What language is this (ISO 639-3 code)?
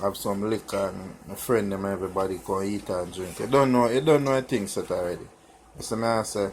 jam